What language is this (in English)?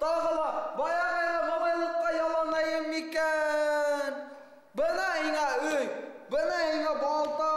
Bashkir